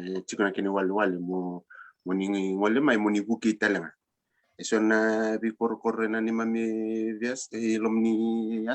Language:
Fijian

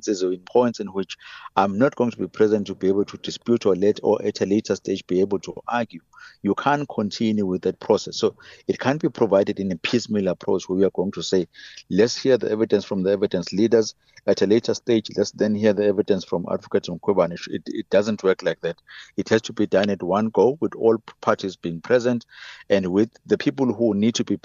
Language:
English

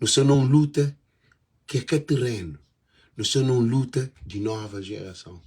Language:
Kabuverdianu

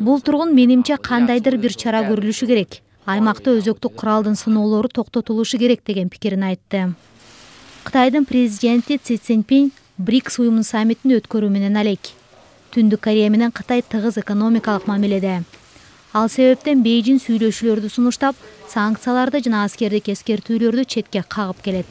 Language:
Kyrgyz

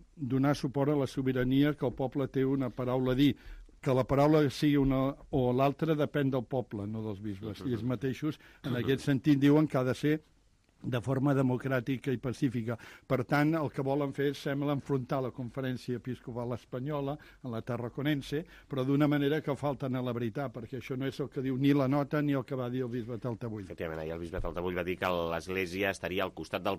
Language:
Catalan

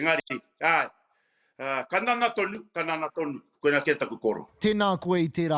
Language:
Māori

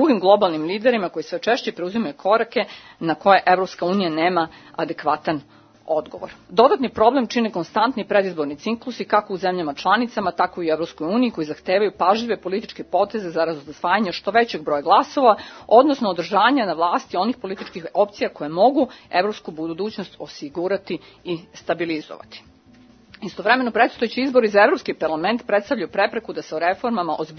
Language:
Serbian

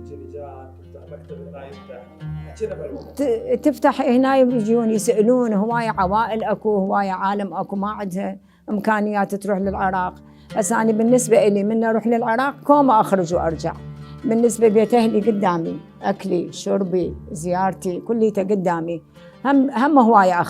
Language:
Mesopotamian Arabic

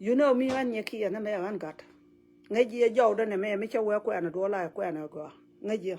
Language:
Nuer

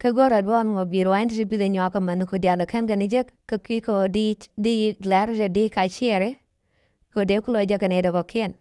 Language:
Nuer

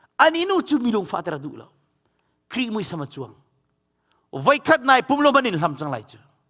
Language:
Hakha Chin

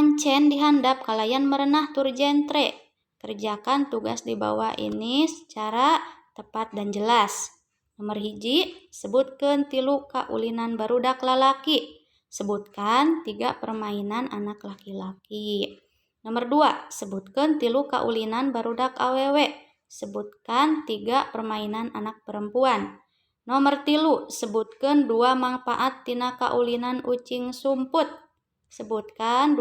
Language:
Sundanese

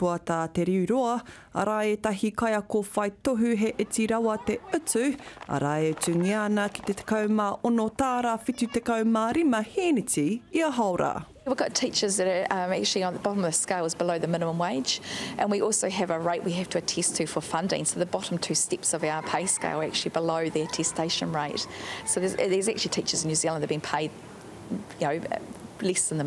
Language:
Māori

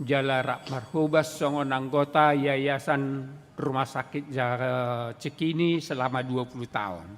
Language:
Batak Toba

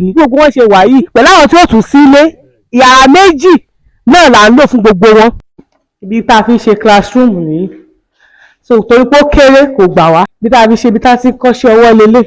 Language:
Yoruba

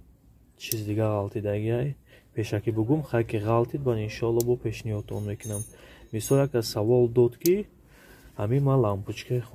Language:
Tajik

